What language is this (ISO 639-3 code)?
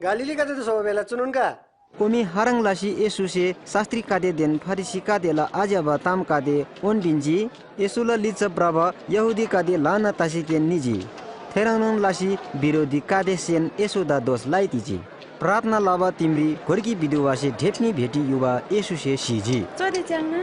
taj